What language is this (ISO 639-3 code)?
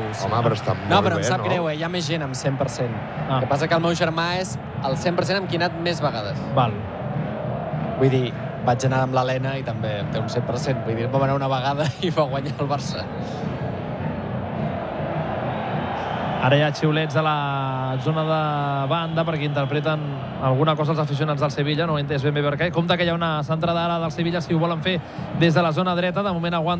cat